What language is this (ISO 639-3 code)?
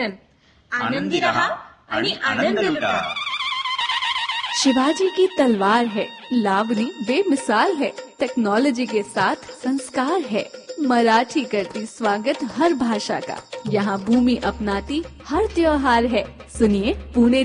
mar